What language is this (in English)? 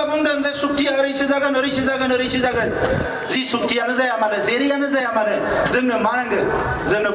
Bodo